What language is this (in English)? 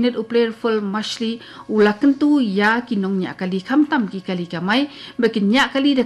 Khasi